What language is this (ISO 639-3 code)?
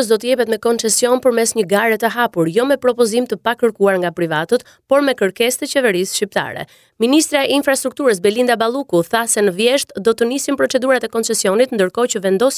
sqi